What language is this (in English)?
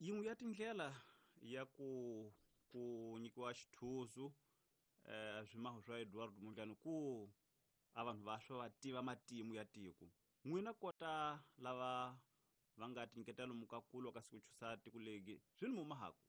Tsonga